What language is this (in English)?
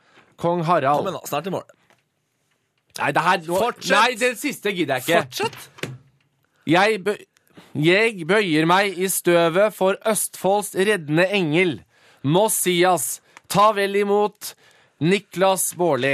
Norwegian